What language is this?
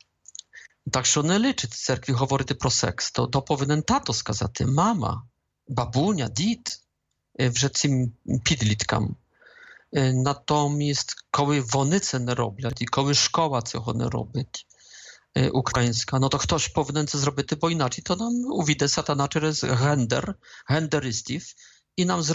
Ukrainian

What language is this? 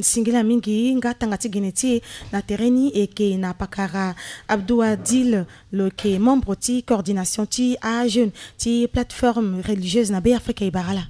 Sango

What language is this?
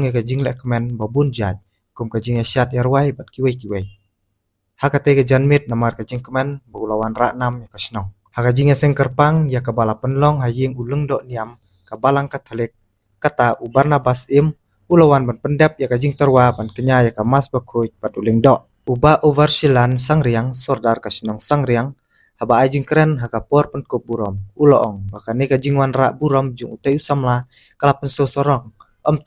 Khasi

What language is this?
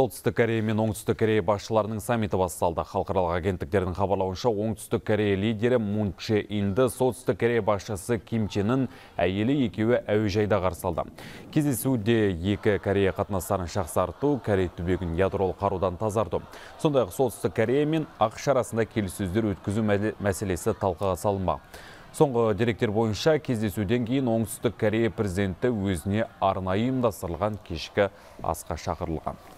Kazakh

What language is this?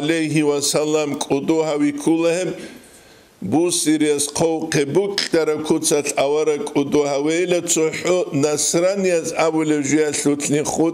Avaric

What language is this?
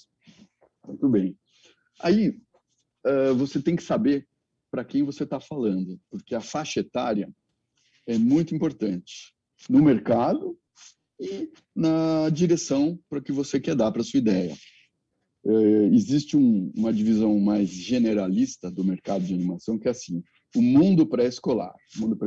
Portuguese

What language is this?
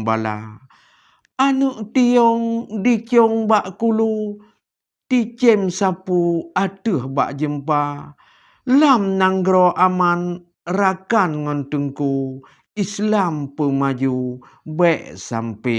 Achinese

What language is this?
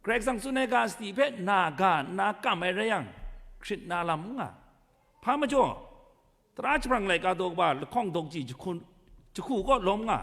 Kachin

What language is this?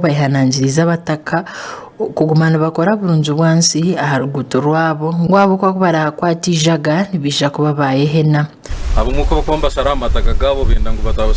Nyankole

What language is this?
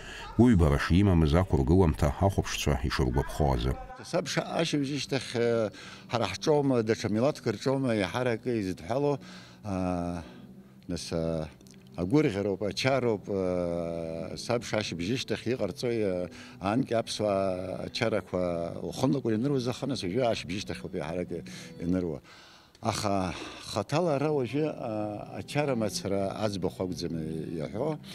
Abkhazian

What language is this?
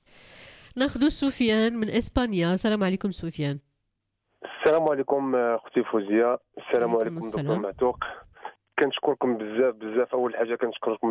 Moroccan Arabic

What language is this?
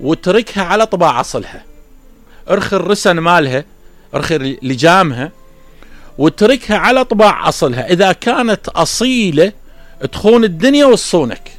Mesopotamian Arabic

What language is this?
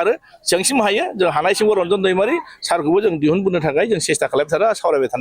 Bodo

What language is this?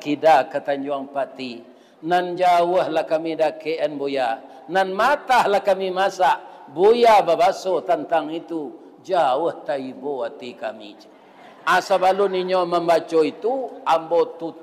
Minangkabau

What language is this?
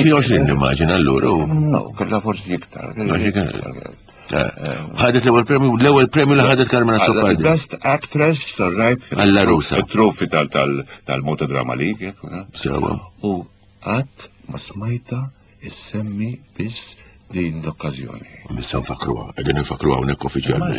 Maltese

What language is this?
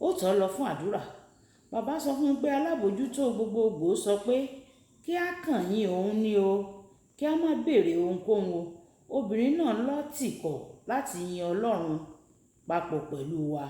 Yoruba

